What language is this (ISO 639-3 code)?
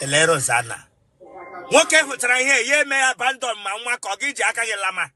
ibo